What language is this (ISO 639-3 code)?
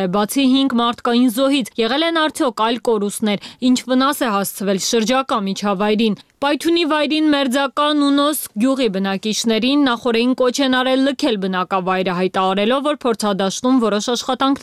hye